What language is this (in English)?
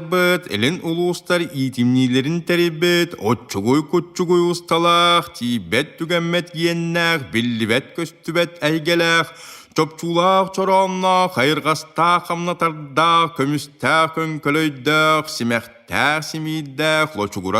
Yakut